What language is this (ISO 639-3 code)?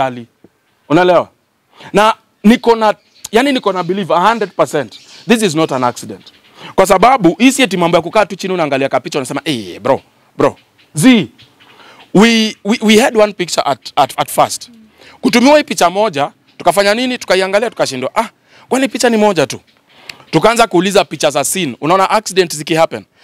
swa